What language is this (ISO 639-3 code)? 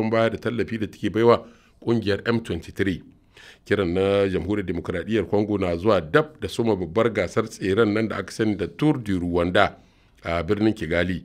hau